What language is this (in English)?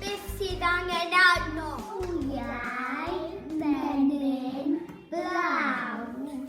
Welsh